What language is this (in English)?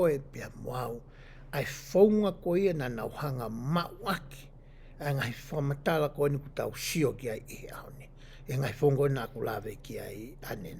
Tongan